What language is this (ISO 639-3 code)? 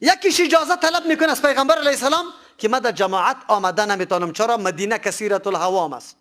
fas